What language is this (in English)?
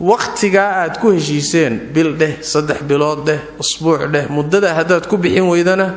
Somali